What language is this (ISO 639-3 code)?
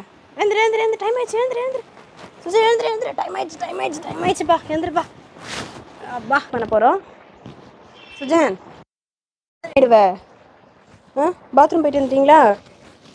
tam